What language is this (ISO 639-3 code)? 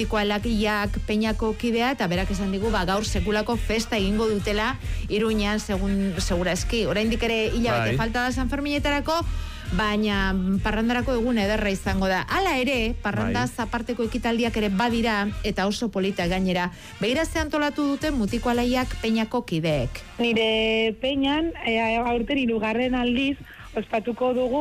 eus